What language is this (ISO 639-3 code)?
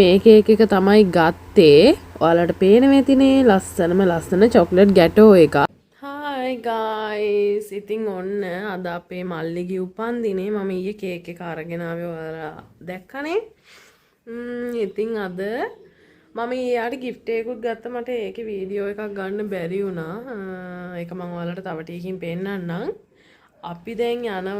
sin